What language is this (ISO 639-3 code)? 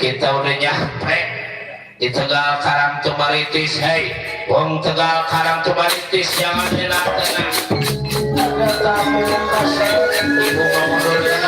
bew